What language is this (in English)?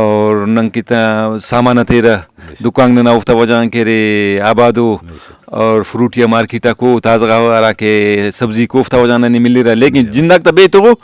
Brahui